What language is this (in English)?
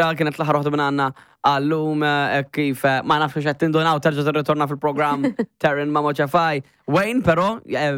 Maltese